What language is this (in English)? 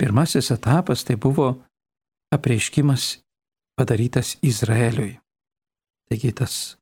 Lithuanian